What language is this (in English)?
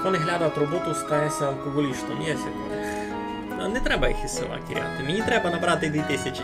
Rusyn